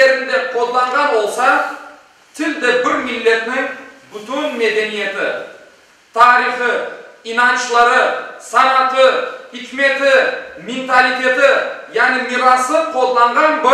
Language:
Crimean Tatar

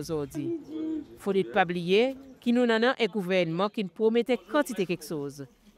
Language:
Seselwa Creole French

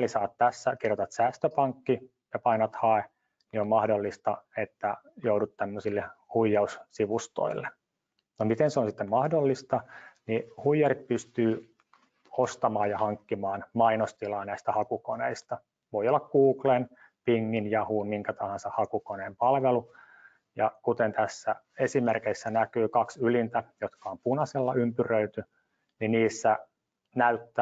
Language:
Finnish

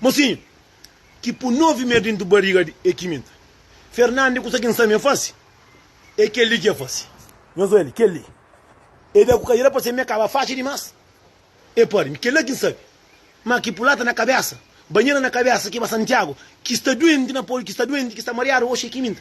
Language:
Kabuverdianu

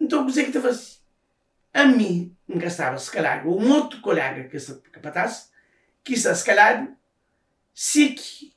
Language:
Kabuverdianu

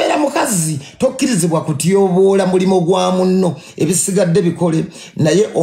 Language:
Ganda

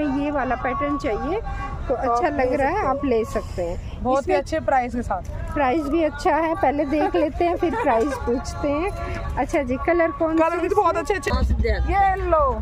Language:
Hindi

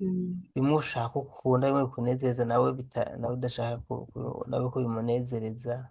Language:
Rundi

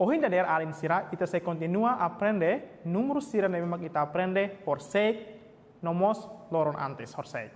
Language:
Tetum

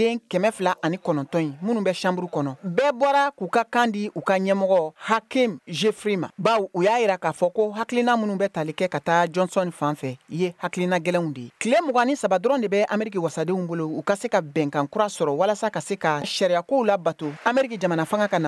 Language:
Bambara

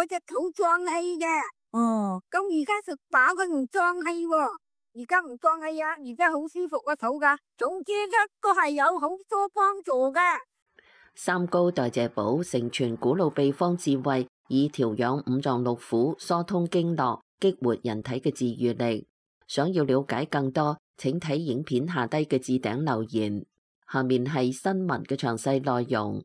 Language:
Cantonese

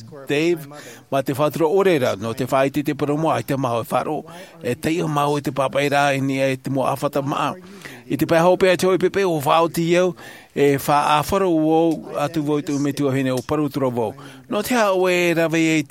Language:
Tahitian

